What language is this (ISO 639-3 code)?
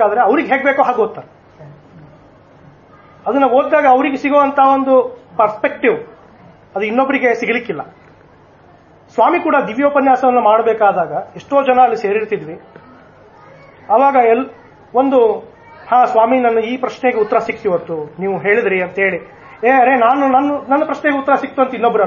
kan